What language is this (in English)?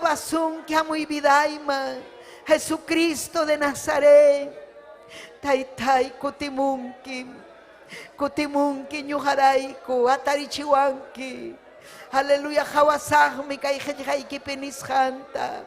Ayacucho Quechua